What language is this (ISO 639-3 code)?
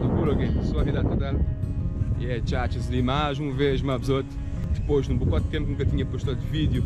kea